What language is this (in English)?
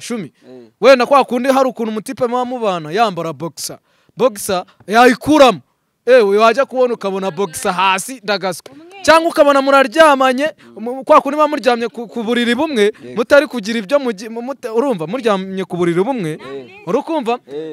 Kinyarwanda